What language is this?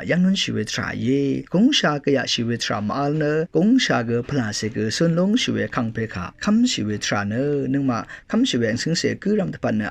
Rawang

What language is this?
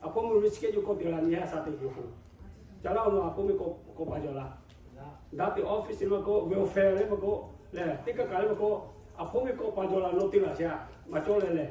Lahu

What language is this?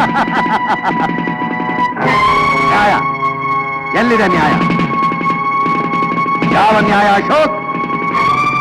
Kannada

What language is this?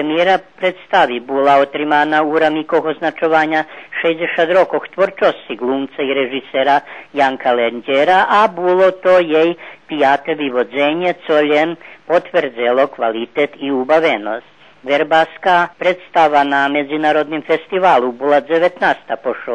Rusyn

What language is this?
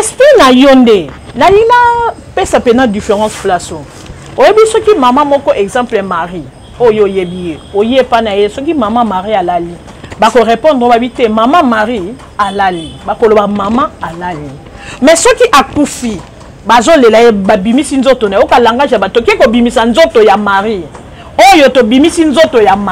Lingala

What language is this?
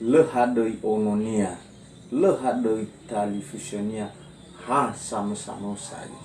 Nias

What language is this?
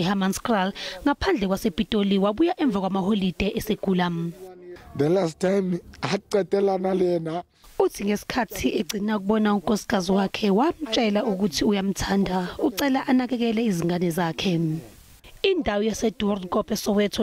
Zulu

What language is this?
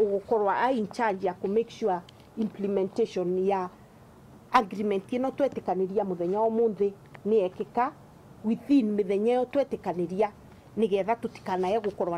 Meru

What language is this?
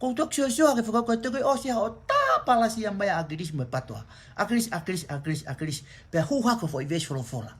Tongan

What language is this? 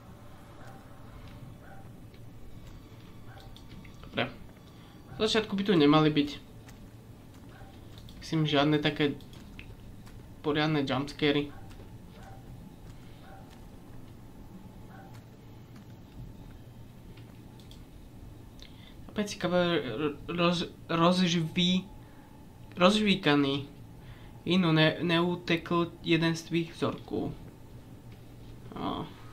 Slovak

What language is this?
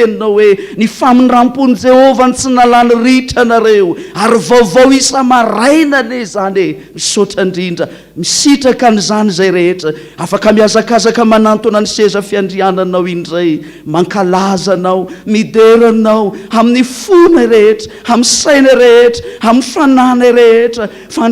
Malagasy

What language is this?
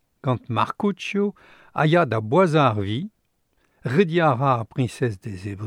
Breton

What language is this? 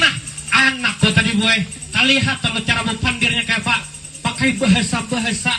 Banjar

